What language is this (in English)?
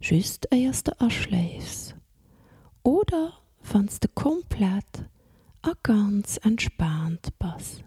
Luxembourgish